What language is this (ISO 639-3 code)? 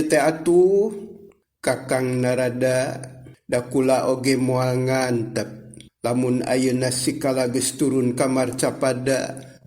sun